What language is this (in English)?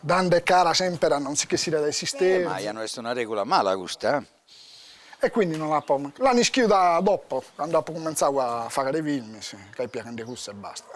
Sardinian